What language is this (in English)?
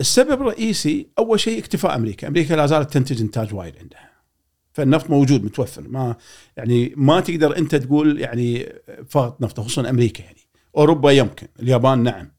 Gulf Arabic